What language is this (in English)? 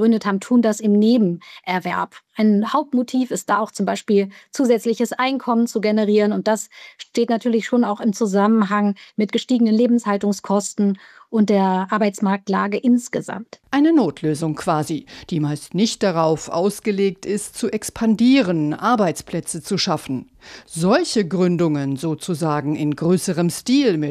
German